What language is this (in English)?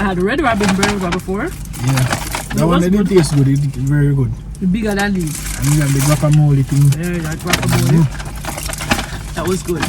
Jamaican Creole English